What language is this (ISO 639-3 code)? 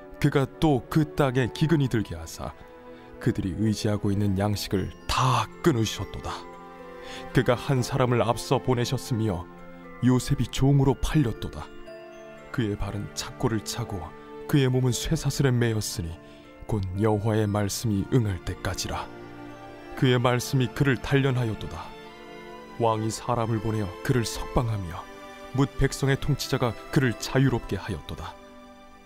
kor